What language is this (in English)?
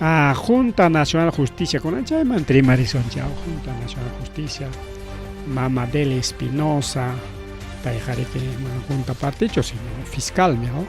Ayacucho Quechua